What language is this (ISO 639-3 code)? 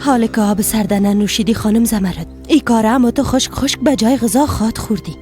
fas